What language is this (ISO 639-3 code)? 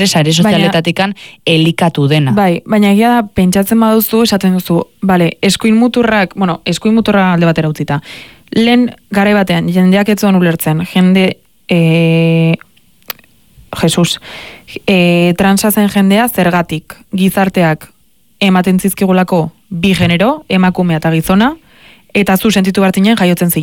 eus